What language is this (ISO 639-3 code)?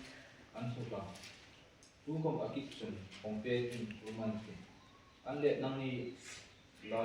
hmr